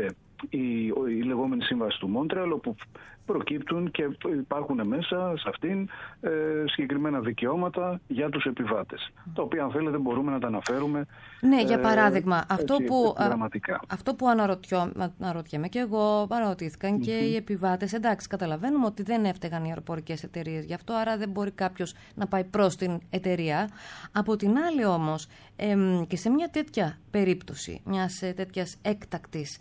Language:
Greek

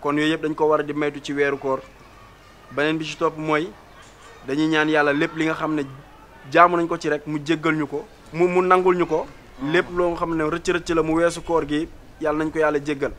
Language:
Wolof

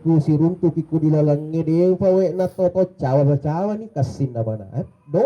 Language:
Buginese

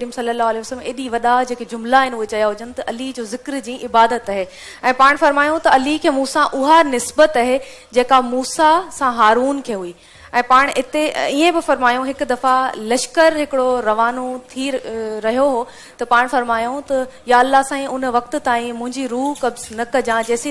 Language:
Sindhi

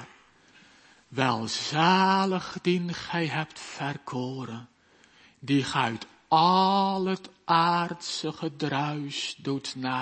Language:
Dutch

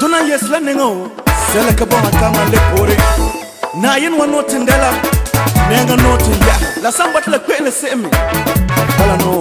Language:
Frafra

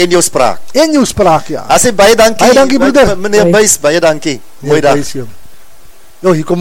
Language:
Afrikaans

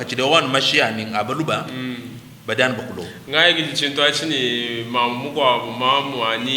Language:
Luba-Lulua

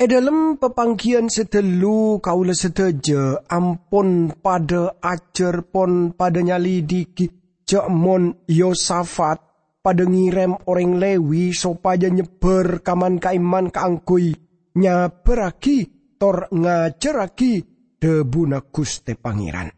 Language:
Madurese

